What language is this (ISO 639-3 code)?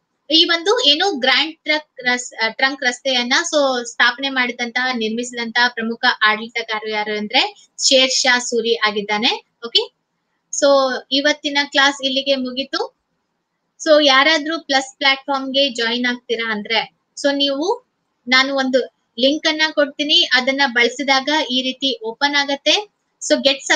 kan